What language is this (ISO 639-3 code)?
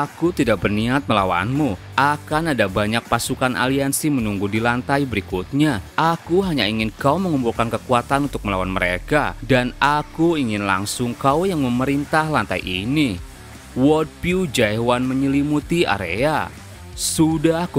ind